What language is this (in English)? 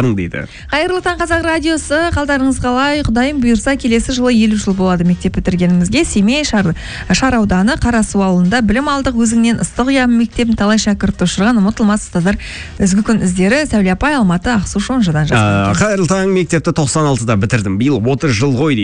Kazakh